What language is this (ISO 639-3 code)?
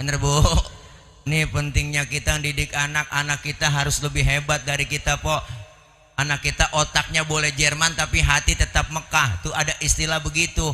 bew